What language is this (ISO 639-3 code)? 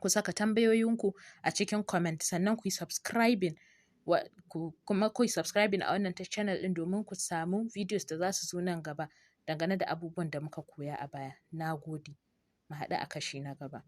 hau